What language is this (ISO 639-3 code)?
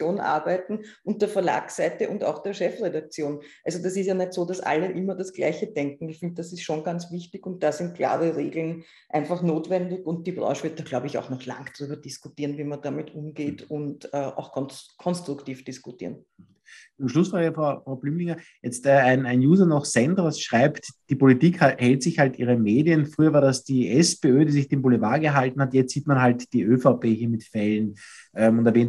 deu